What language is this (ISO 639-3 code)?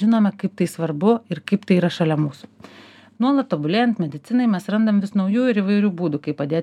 lit